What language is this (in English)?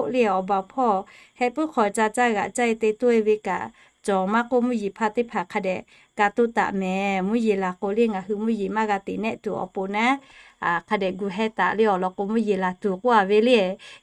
Lahu